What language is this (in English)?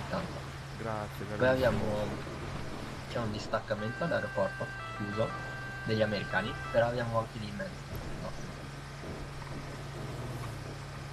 Italian